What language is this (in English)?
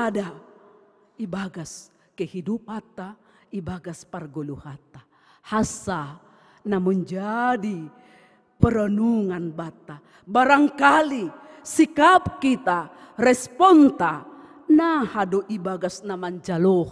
Batak Simalungun